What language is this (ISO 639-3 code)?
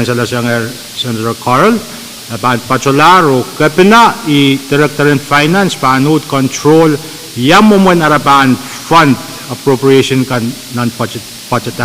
pon